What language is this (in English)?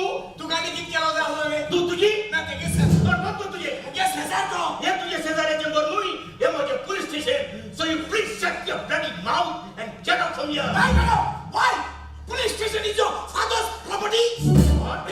Konkani